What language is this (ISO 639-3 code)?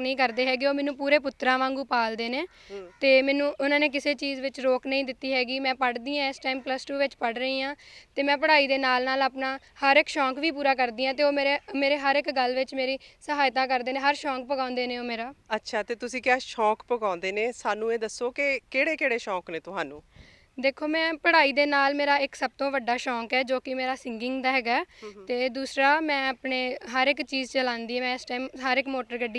pan